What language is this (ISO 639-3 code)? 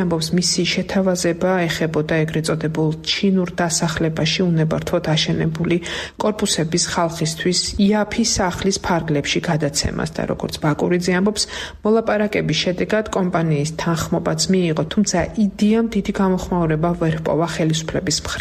kat